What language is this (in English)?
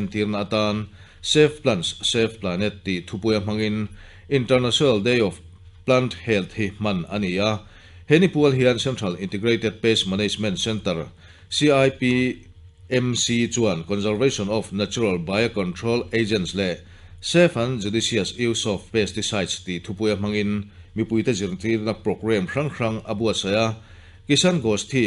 Mizo